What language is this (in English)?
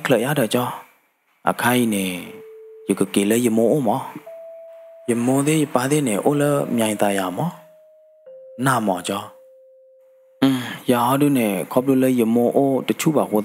S'gaw Karen